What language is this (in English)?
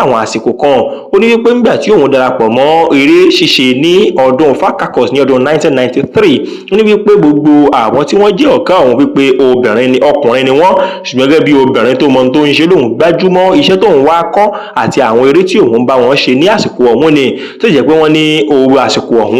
Yoruba